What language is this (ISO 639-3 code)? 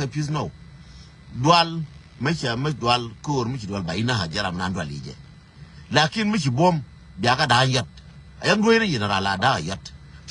nus